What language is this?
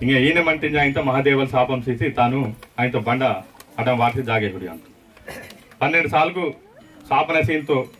Aheri Gondi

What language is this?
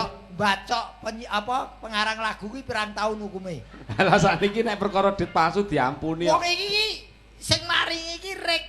Javanese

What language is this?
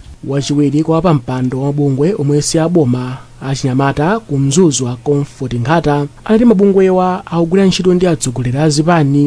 Nyanja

